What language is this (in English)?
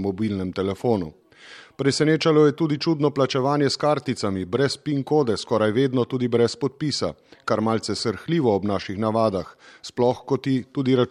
Slovenian